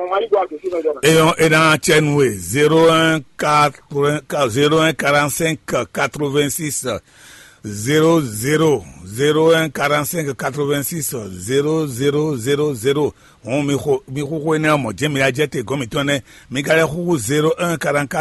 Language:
Fon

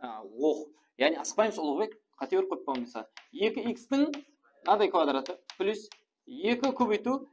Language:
Kara-Kalpak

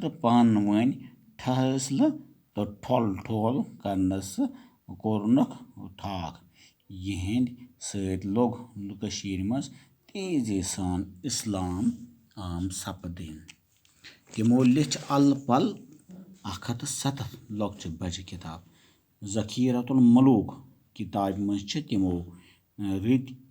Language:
Kashmiri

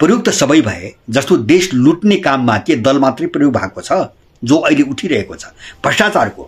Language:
Nepali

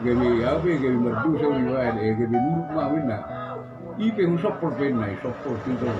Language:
Batak Toba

